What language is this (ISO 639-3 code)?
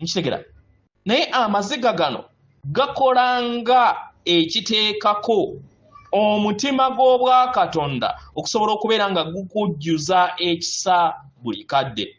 lug